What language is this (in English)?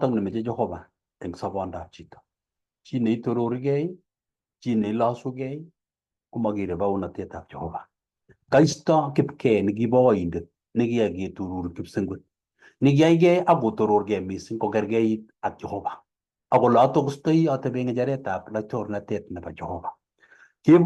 Kalenjin